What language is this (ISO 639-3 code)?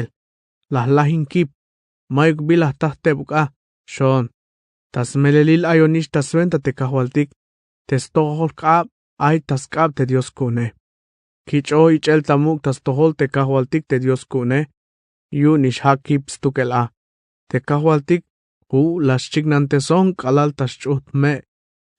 tzh